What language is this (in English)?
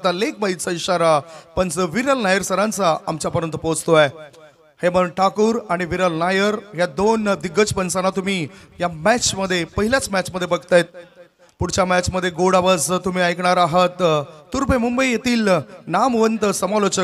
Marathi